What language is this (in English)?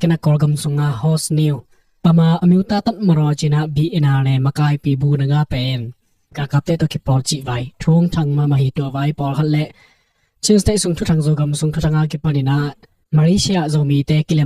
Tedim Chin